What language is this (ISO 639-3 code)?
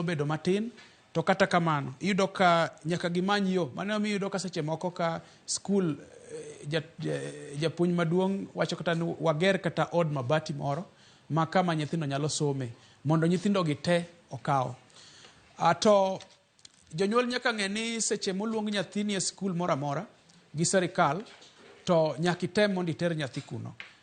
luo